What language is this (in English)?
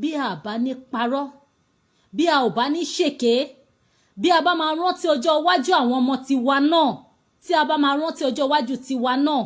Yoruba